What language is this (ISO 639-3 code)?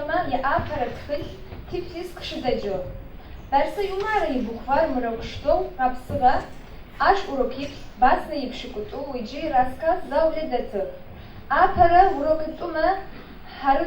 ady